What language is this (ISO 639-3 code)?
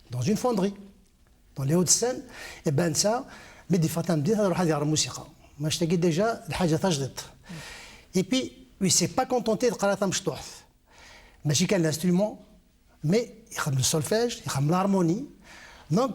kab